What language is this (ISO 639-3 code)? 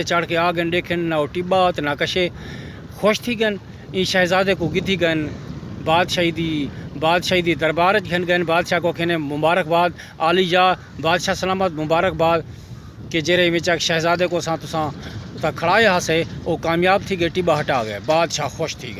skr